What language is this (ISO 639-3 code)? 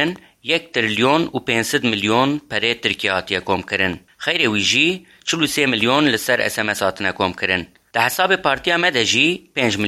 kur